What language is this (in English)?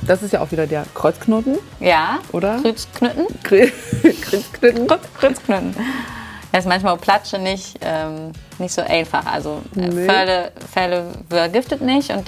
Low German